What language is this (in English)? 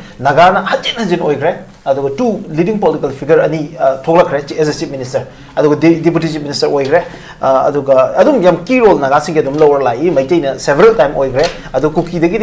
Manipuri